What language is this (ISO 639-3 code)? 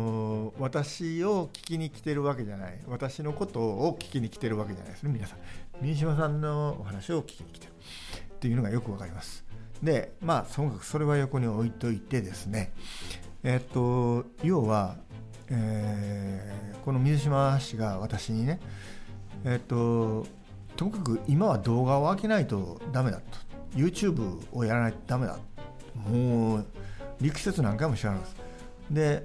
jpn